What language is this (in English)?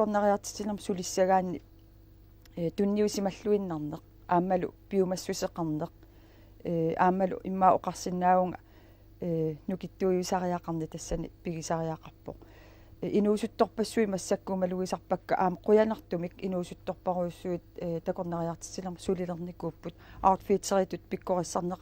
Kalaallisut